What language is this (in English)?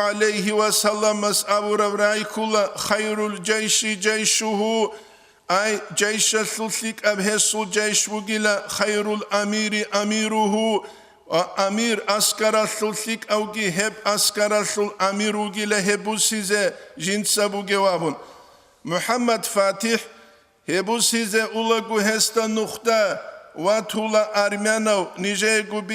Avaric